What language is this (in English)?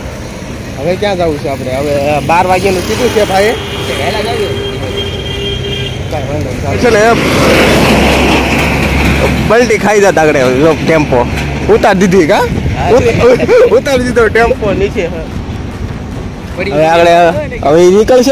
Gujarati